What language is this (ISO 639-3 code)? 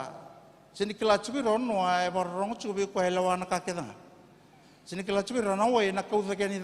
fij